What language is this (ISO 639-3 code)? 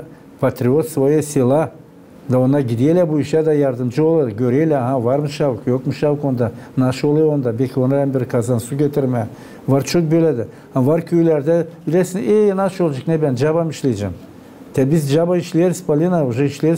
gag